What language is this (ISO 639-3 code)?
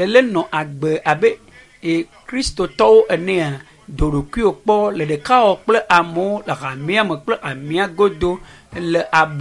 ewe